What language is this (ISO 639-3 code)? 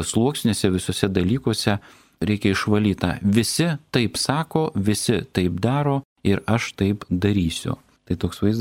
lit